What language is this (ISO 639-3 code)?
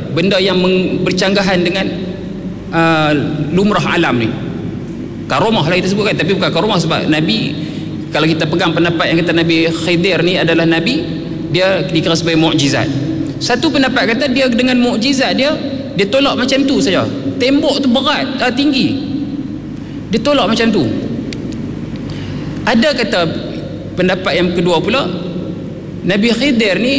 msa